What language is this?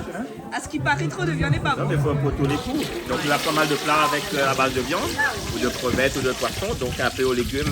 Réunion Creole French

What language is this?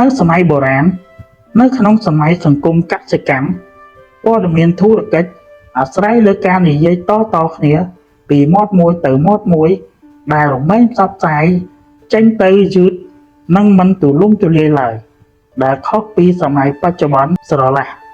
Khmer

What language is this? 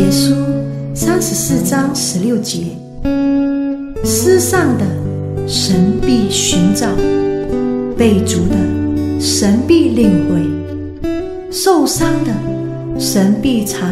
Chinese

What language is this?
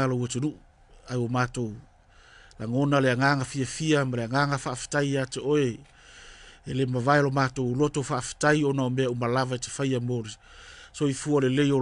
Samoan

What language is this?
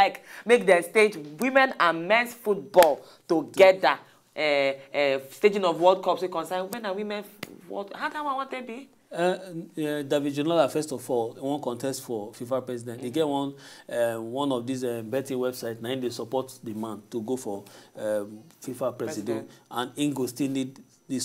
Nigerian Pidgin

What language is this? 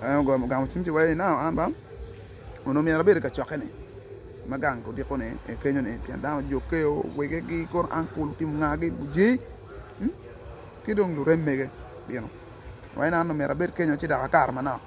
Acoli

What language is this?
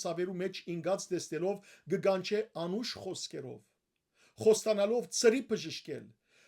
Western Armenian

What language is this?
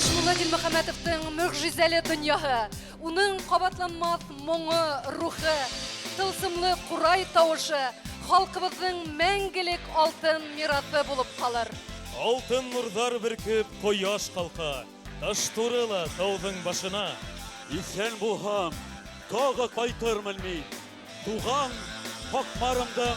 Bashkir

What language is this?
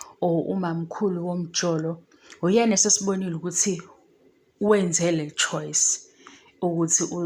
Zulu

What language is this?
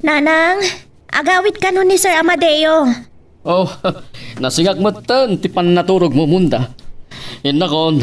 Iloko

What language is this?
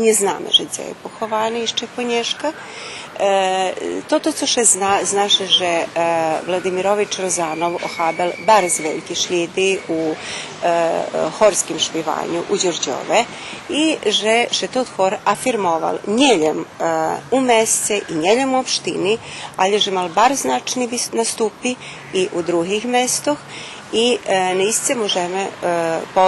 Rusyn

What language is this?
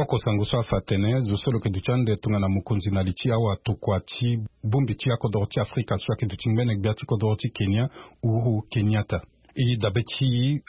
Sango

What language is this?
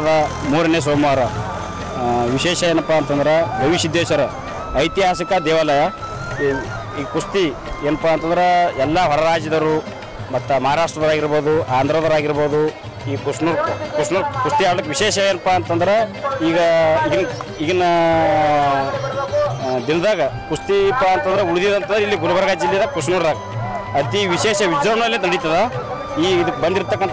Kannada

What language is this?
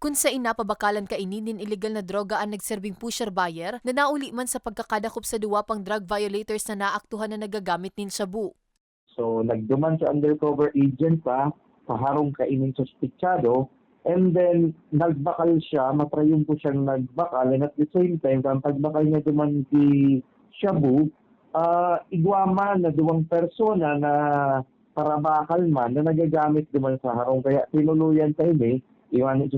Bikol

